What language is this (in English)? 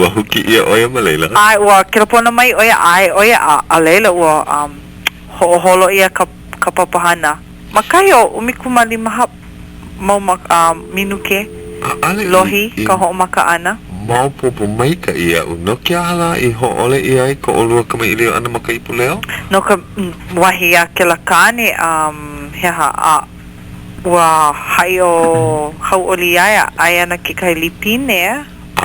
Hawaiian